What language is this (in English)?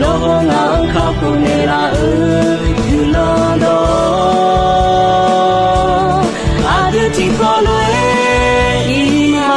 Akha